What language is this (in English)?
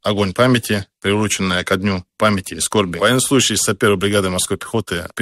Russian